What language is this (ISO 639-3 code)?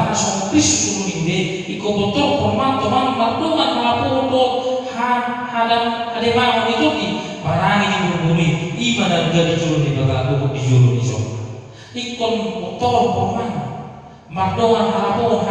bbc